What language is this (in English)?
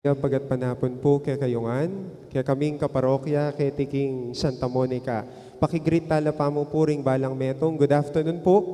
Pampanga